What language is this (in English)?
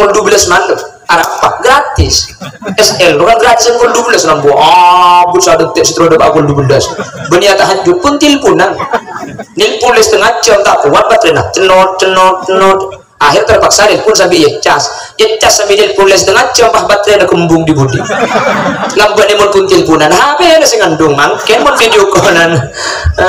Madurese